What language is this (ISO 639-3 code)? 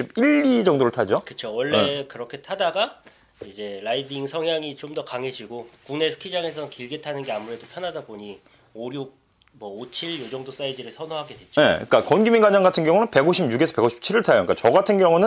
kor